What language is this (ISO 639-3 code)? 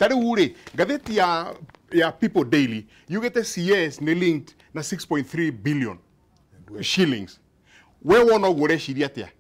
kik